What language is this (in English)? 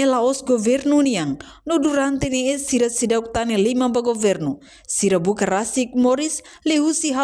Tetum